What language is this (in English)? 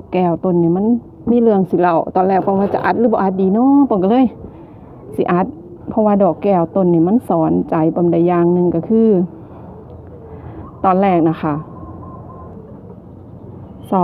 Northeastern Thai